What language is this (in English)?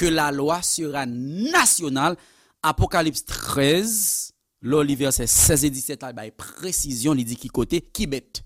Haitian Creole